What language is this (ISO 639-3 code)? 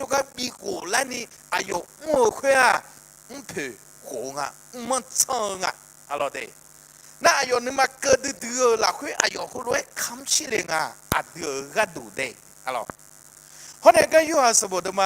ahk